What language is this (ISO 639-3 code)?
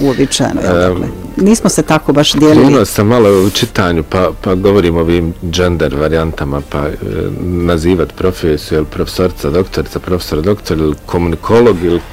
bos